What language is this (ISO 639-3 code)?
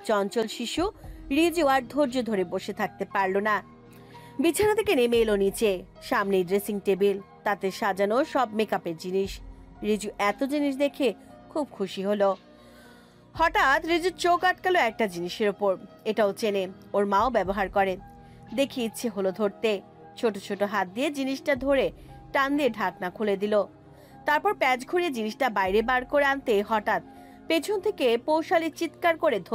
ben